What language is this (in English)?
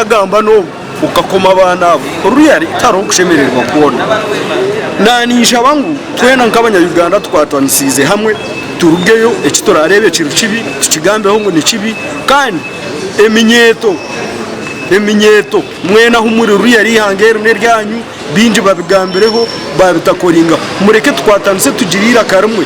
Nyankole